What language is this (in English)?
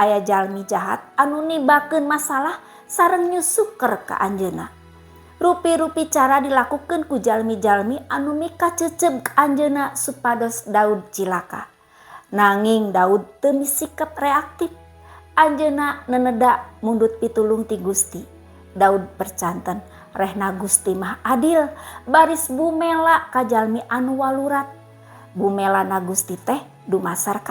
Sundanese